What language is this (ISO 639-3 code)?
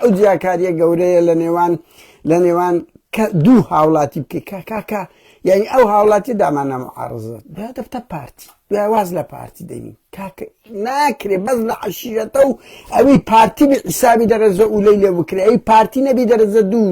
ckb